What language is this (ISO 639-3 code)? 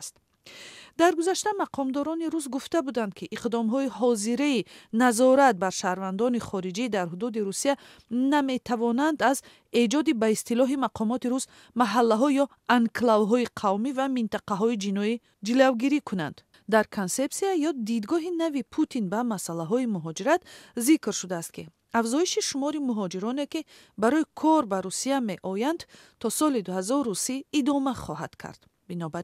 tgk